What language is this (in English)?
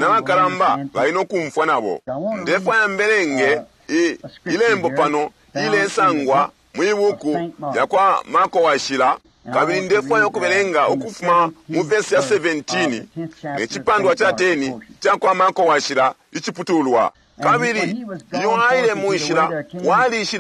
Bemba